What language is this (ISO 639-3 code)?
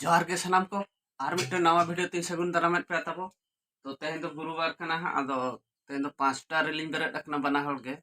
sat